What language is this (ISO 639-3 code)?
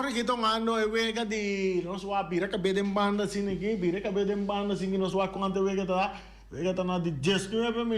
pap